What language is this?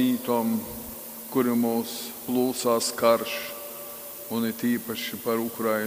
Latgalian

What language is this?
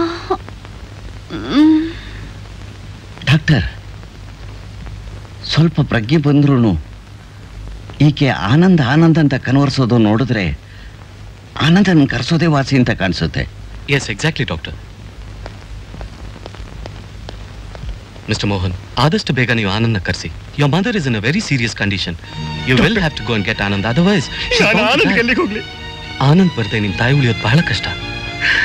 Kannada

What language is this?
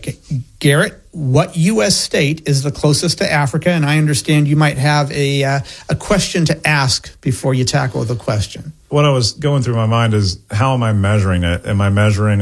English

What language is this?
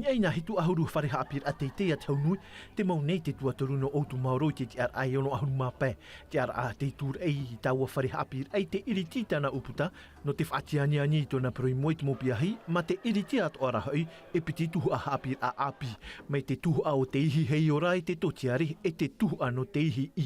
Tahitian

